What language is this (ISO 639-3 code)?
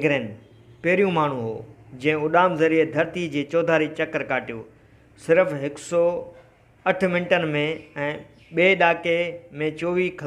snd